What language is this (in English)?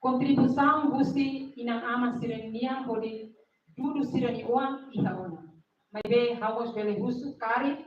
Tetum